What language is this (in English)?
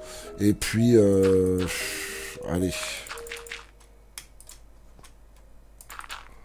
French